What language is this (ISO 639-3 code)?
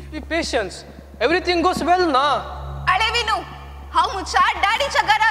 kok